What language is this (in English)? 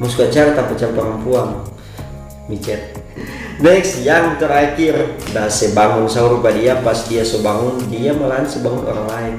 Manado Malay